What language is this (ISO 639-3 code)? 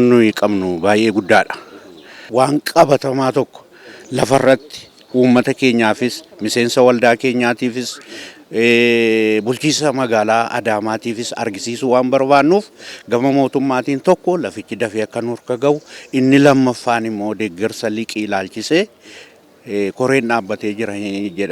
orm